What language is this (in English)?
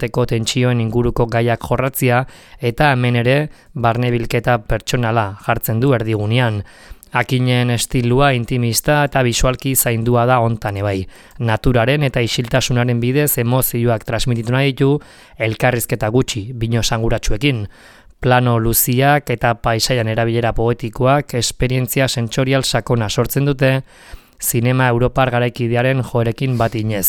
Basque